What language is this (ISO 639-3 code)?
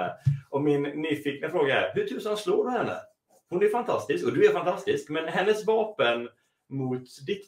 swe